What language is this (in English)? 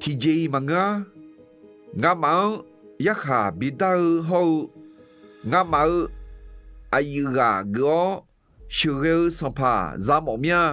Akha